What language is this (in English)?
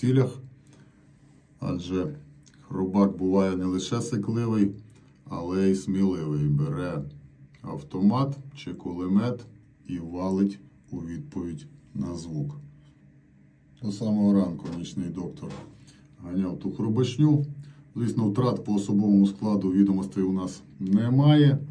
Ukrainian